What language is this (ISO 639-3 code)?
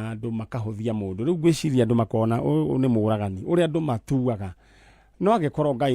kik